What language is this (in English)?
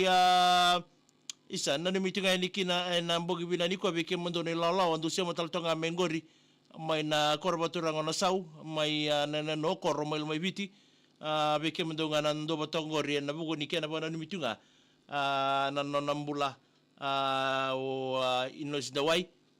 Fijian